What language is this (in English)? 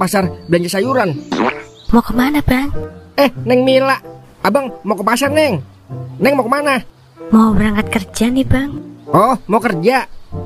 Betawi